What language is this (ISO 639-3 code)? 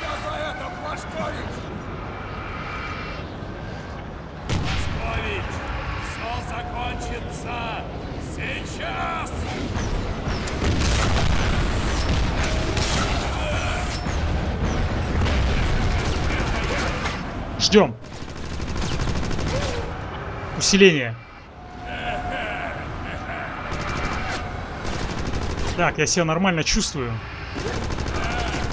rus